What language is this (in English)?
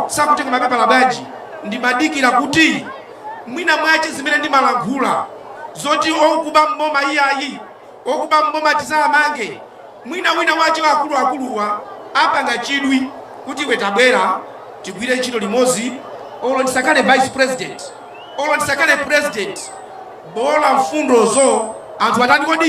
Nyanja